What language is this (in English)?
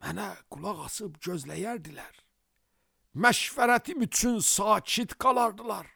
Azerbaijani